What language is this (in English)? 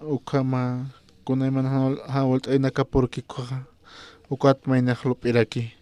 Aymara